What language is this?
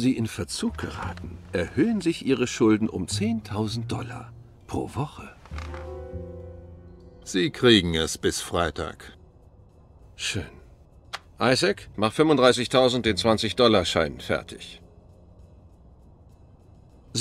German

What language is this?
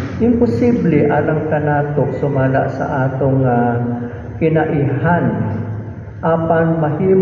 Cebuano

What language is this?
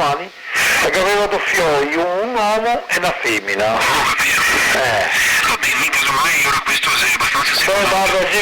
Venetian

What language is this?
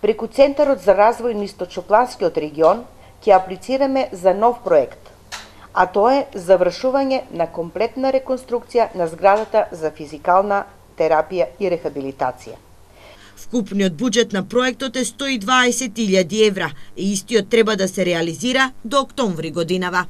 Macedonian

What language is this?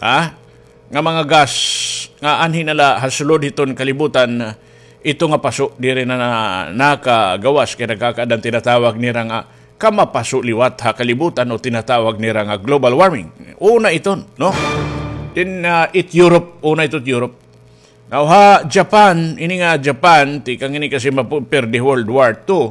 Waray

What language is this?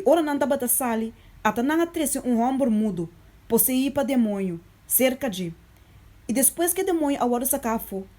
Papiamento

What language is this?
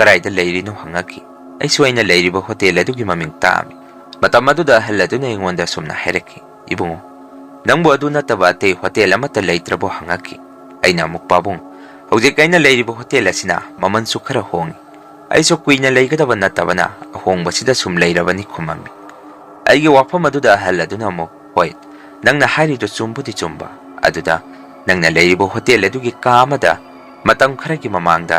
Manipuri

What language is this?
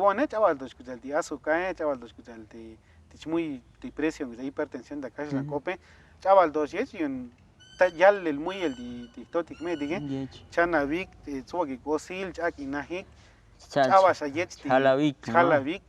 Tzotzil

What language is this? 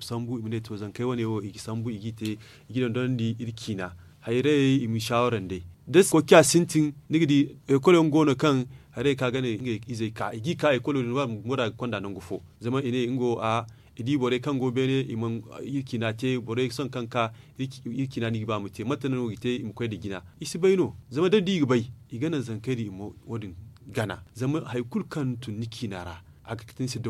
Zarma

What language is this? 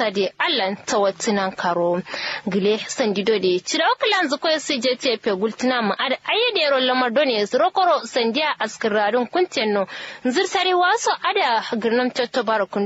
Kanuri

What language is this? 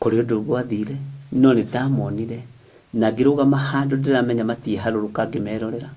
Kikuyu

